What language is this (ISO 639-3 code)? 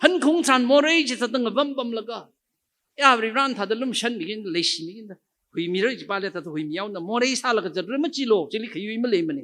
nmf